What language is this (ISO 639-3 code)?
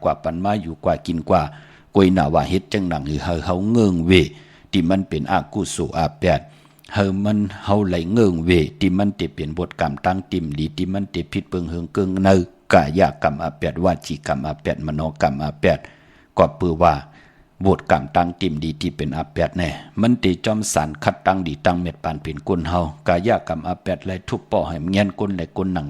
shn